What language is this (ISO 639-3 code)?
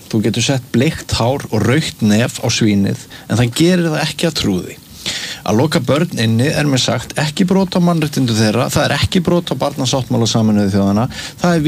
isl